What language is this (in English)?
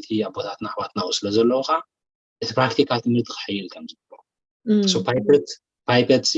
Tigrinya